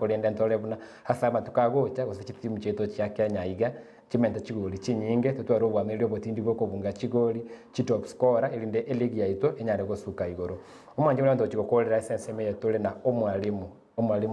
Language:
Gusii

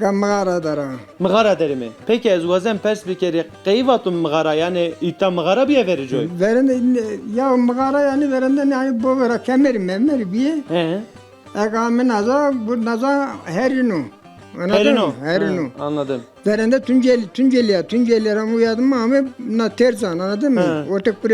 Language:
Zaza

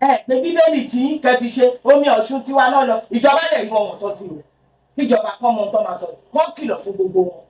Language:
Yoruba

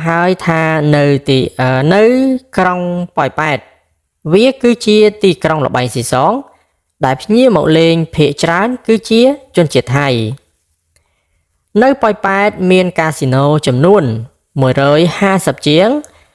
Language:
Khmer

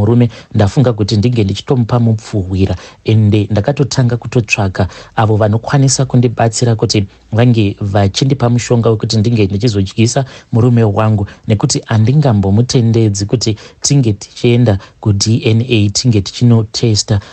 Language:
Shona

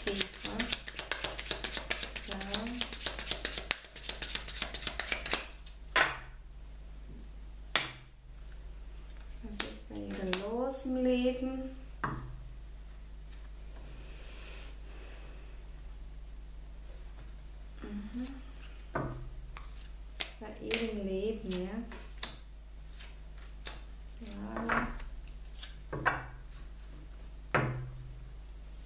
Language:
German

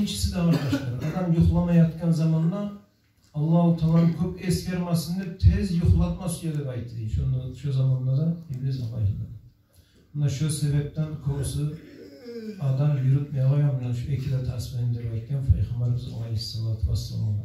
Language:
Kumyk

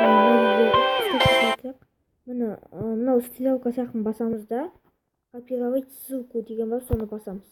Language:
Kazakh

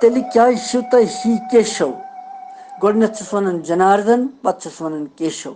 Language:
Kashmiri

